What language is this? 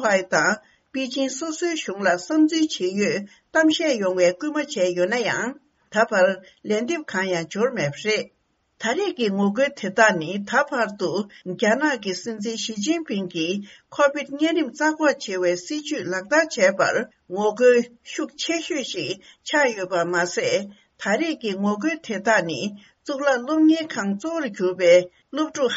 Tibetan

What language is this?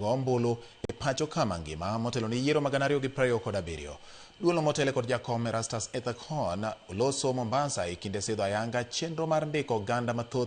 Luo (Kenya and Tanzania)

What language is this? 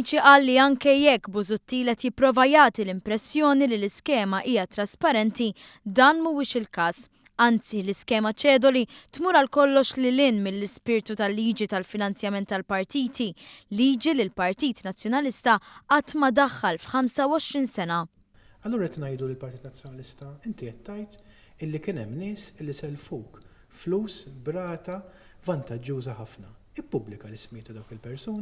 Maltese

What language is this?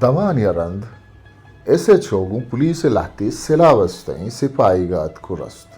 Eastern Balochi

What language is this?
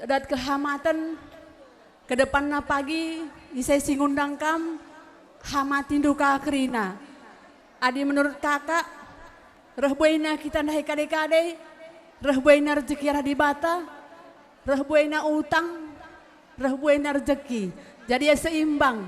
Batak Karo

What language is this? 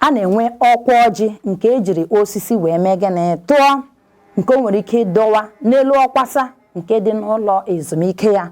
Igbo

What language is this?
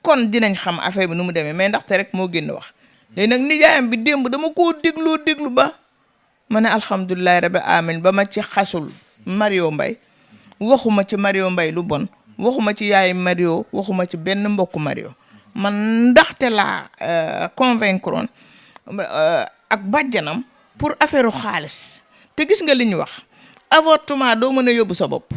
Wolof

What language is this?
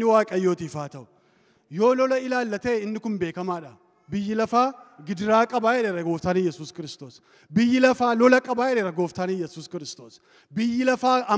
Oromo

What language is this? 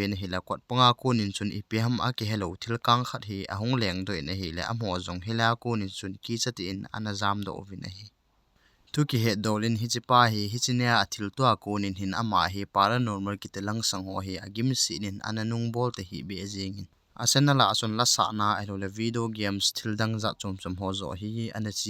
Thado Chin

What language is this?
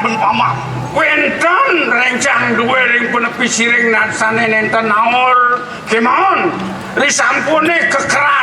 Balinese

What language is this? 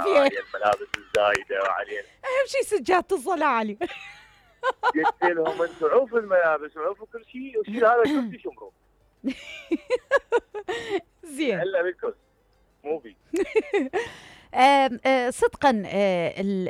Mesopotamian Arabic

